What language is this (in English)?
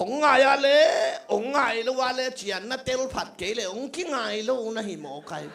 Tedim Chin